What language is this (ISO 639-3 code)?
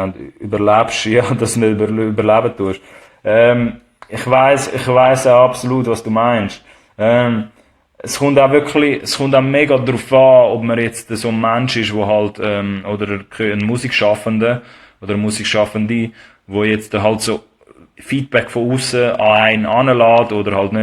gsw